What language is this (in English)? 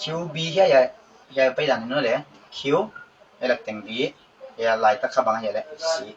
Paite Chin